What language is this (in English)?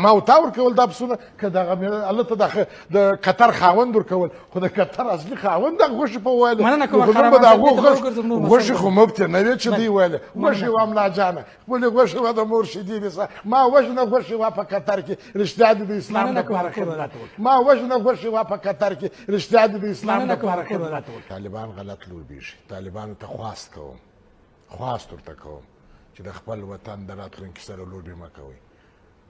Pashto